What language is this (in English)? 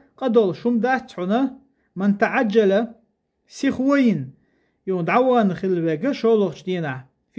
Chechen